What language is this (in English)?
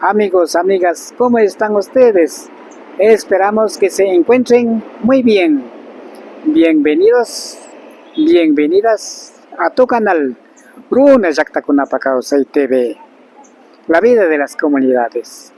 Imbabura Highland Quichua